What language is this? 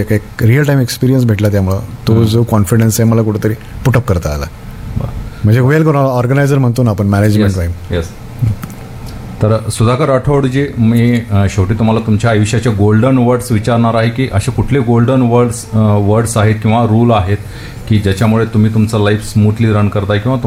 Marathi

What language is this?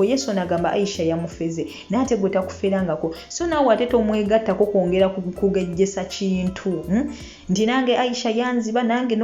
Ganda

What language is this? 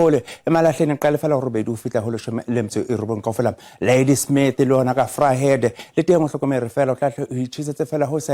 Southern Sotho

